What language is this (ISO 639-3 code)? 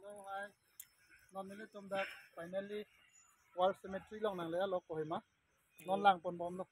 mjw